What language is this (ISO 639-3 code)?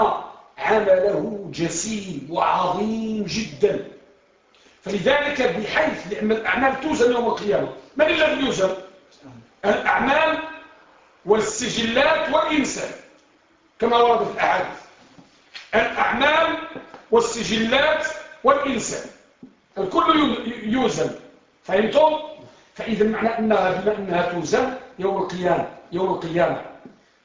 ara